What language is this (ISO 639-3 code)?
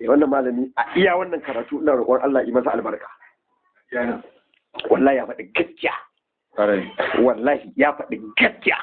hau